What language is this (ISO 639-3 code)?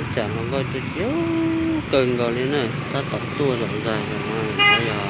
hmn